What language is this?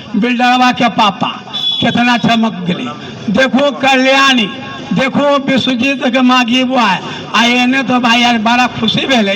Magahi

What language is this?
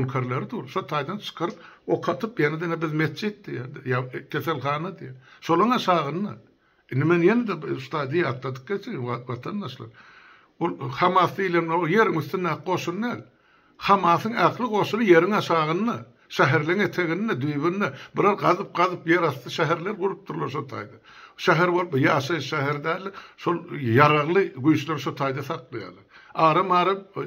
Turkmen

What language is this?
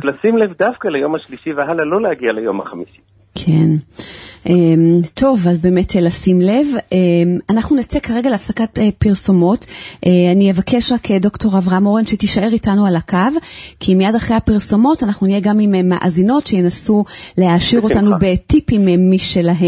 Hebrew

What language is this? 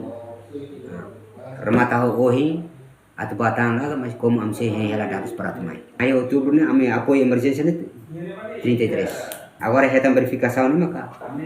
Tetum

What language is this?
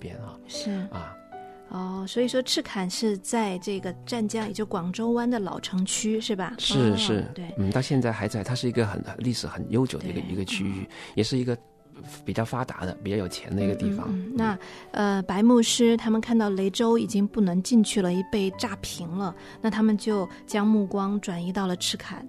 Chinese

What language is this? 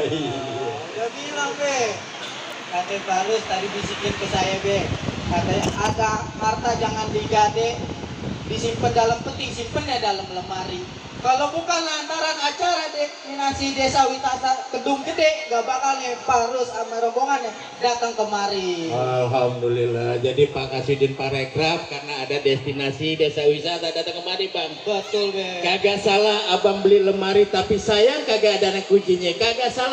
Betawi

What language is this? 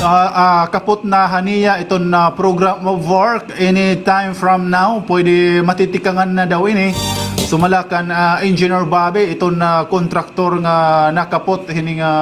Waray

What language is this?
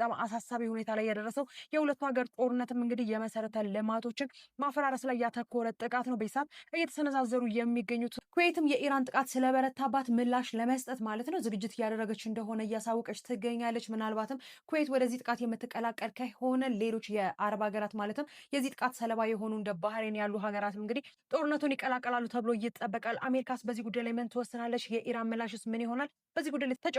Amharic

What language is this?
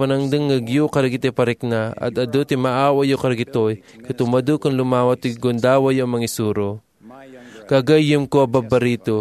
Iloko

